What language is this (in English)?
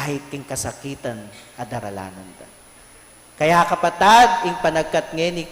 Pampanga